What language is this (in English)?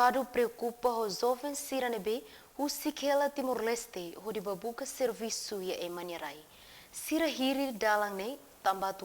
Tetum